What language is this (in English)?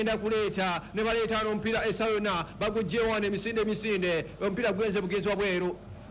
Ganda